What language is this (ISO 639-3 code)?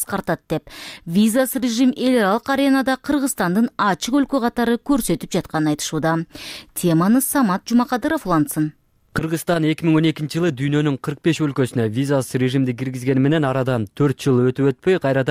kir